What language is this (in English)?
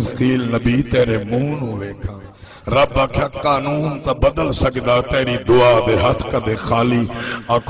Saraiki